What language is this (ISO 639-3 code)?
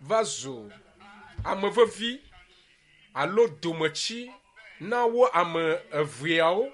ewe